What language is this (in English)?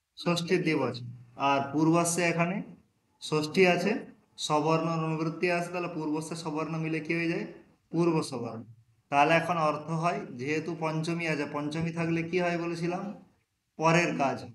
Bangla